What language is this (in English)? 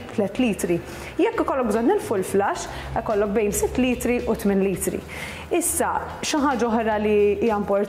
Maltese